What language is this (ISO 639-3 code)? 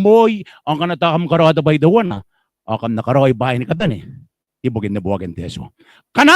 gil